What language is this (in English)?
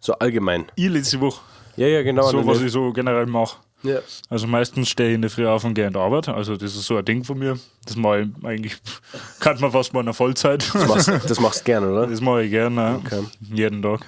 Bavarian